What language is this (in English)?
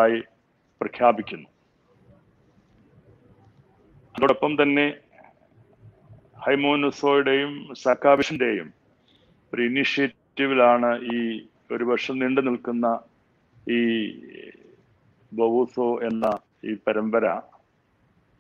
Malayalam